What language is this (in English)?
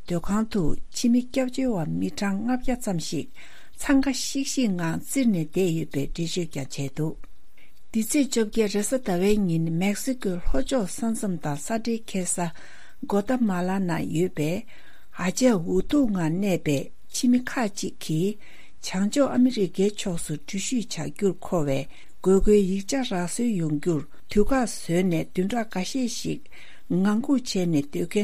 Tibetan